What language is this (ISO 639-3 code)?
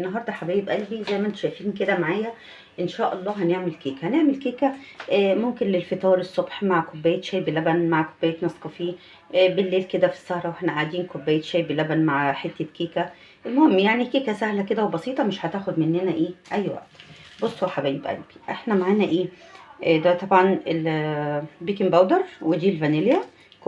arz